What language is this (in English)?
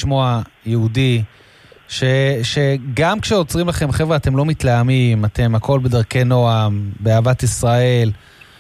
Hebrew